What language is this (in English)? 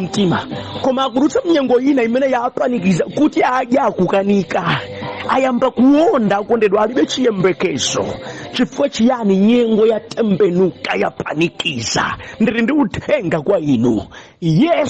Nyanja